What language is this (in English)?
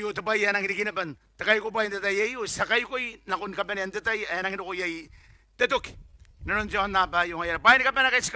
Gilbertese